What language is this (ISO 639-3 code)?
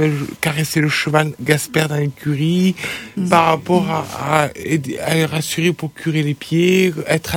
fra